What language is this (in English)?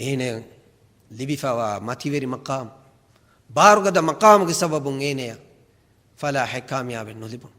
Divehi